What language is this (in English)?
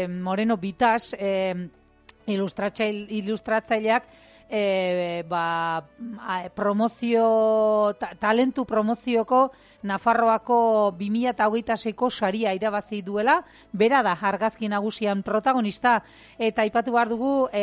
Basque